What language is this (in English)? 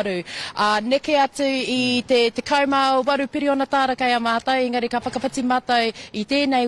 Māori